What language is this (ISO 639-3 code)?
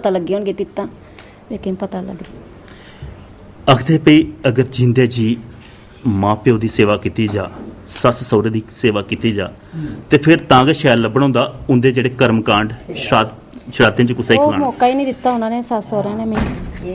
doi